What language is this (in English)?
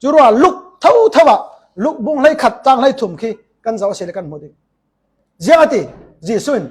Falam Chin